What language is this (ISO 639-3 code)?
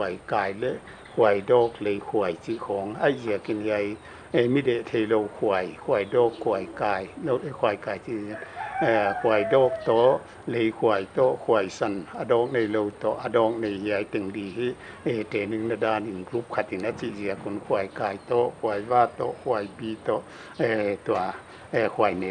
pck